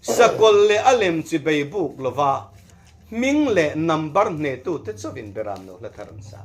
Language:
Mizo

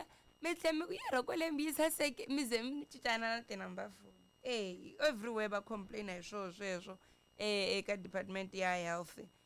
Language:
Tsonga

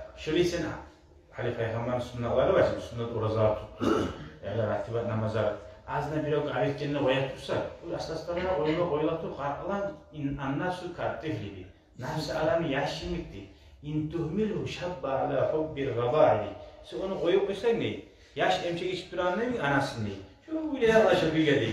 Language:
Kumyk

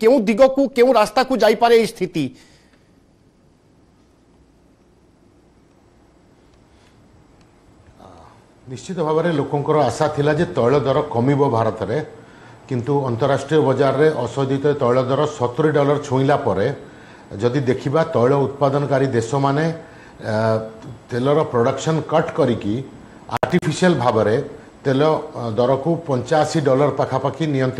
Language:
Odia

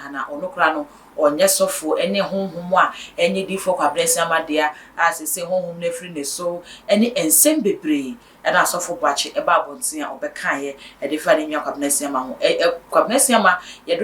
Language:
Akan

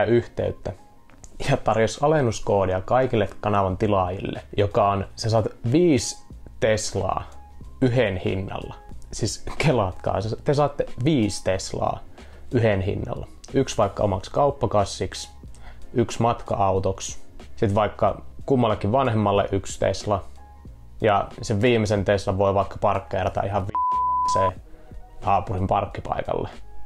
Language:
Finnish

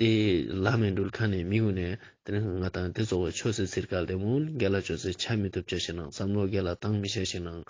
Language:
Ladakhi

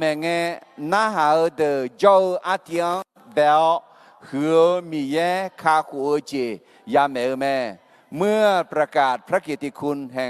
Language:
Akha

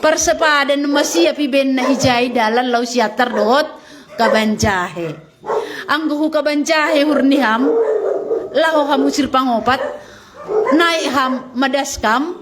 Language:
Batak Simalungun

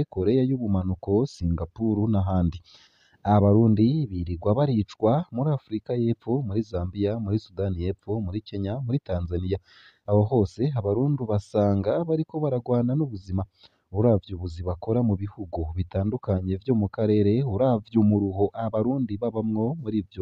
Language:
Rundi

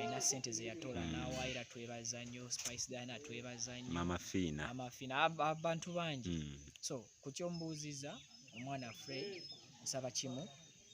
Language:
Ganda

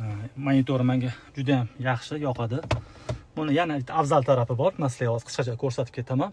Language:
Uzbek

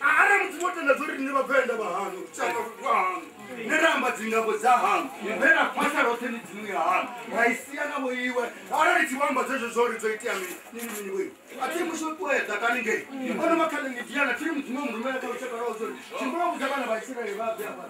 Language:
Venda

